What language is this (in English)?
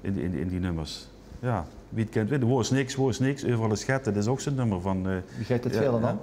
Limburgish